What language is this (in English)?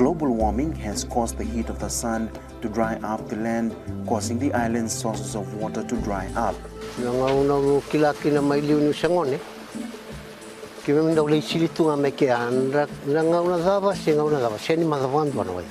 Fijian